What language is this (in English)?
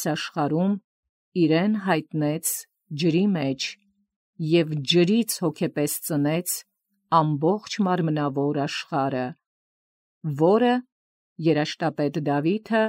Armenian